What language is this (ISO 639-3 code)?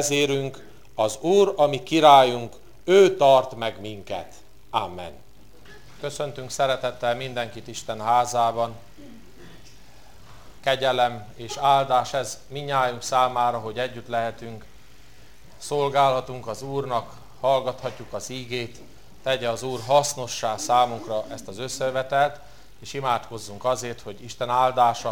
hun